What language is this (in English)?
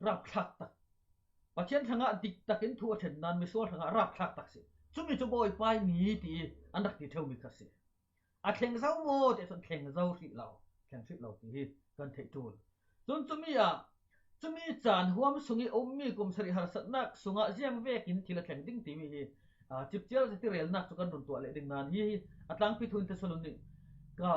Falam Chin